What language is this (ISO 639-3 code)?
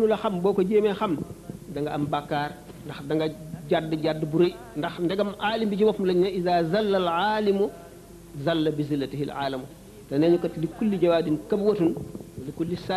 wol